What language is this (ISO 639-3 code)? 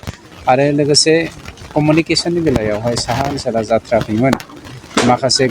brx